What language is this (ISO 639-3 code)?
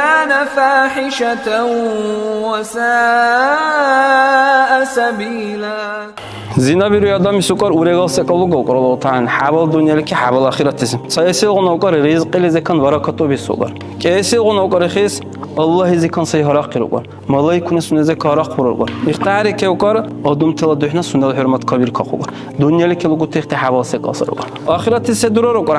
dar